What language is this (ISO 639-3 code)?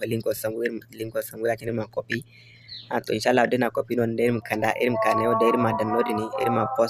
dje